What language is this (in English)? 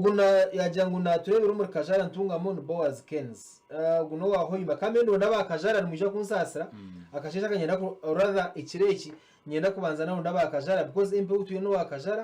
Nyankole